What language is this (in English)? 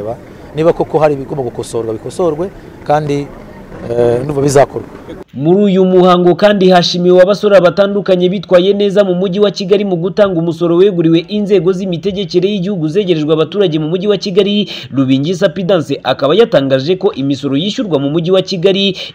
Kinyarwanda